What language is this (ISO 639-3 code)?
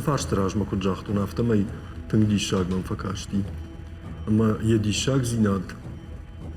oss